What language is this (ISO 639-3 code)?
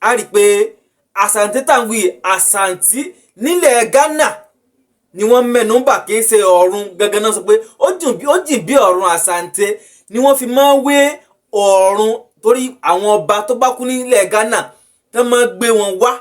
yor